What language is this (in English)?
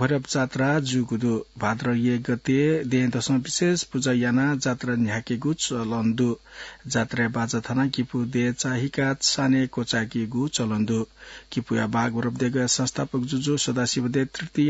Newari